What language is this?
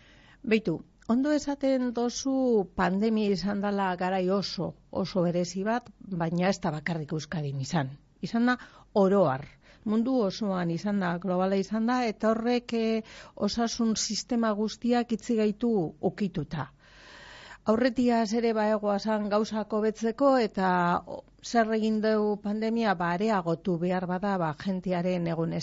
Basque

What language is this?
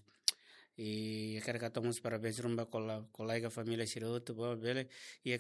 Tetum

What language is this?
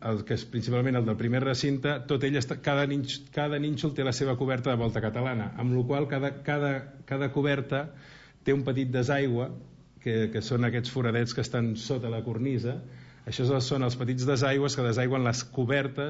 Catalan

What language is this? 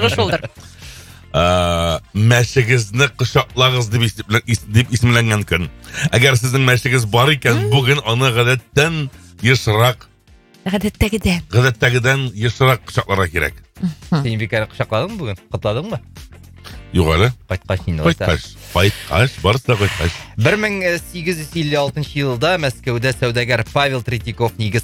Tatar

